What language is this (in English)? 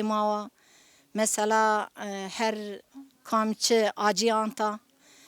Zaza